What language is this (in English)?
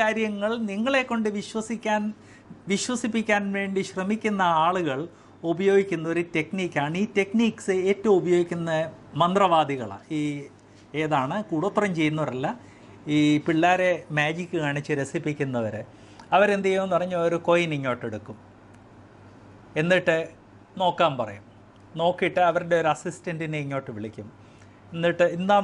Malayalam